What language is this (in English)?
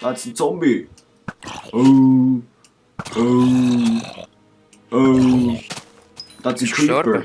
Swiss German